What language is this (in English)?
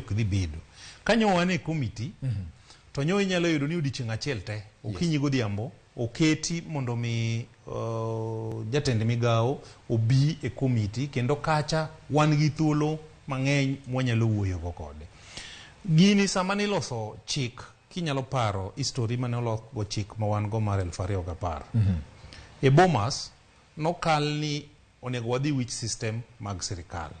Luo (Kenya and Tanzania)